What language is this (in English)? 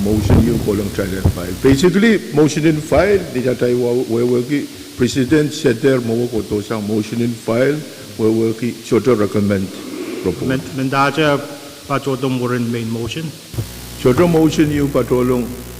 Pohnpeian